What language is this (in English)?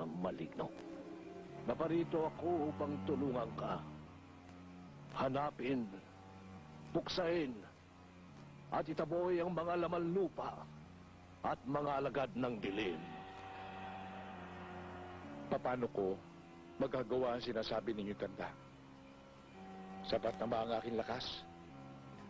Filipino